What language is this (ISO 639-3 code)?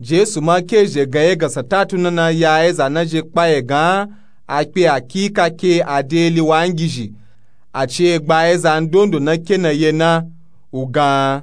nup